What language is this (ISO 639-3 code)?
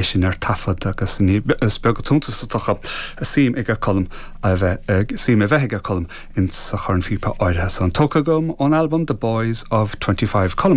gle